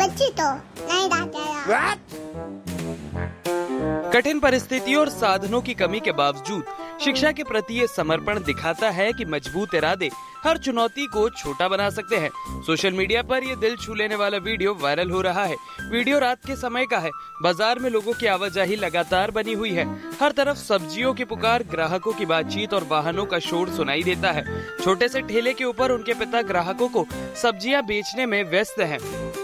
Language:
Hindi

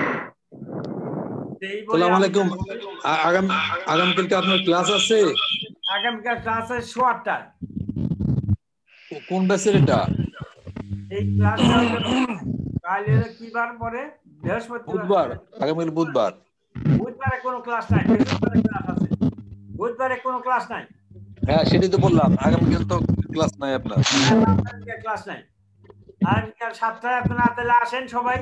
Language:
Bangla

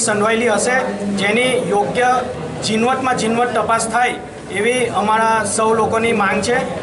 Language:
Gujarati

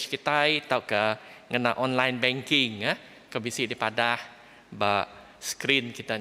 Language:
Iban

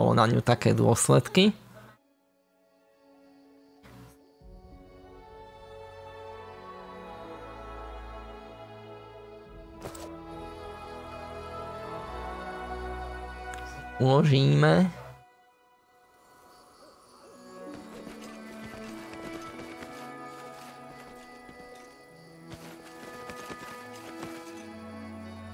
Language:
Slovak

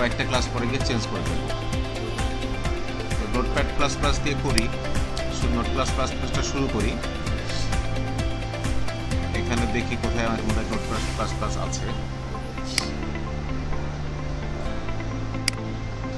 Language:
Bangla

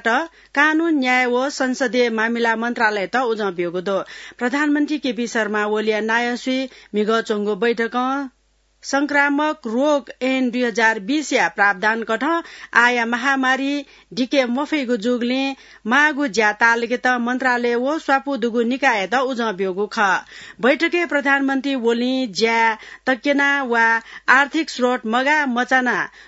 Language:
Newari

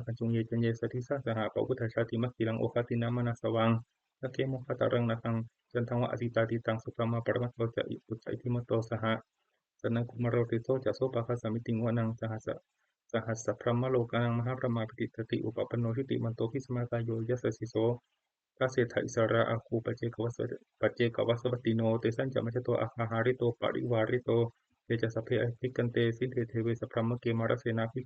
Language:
Pali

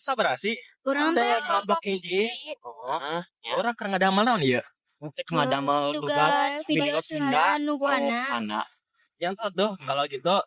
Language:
Sundanese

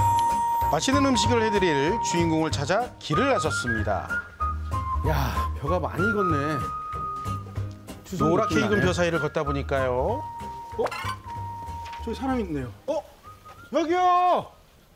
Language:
Korean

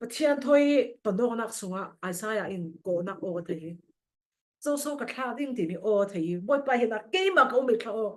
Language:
Falam Chin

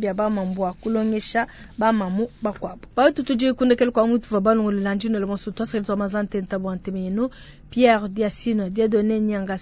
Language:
Luba-Lulua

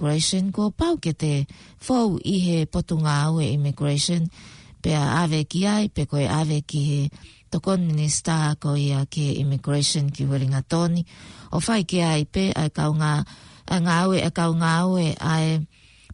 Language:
Tongan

